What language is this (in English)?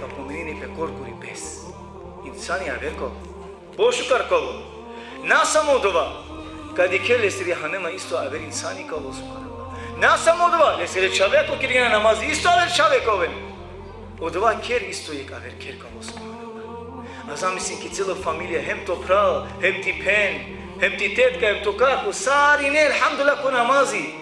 Balkan Romani